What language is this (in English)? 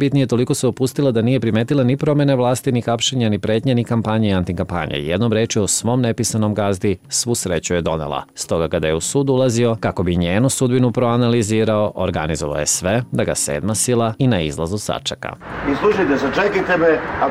Serbian